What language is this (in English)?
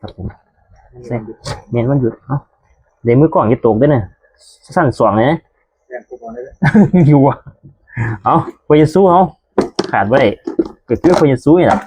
Northeastern Thai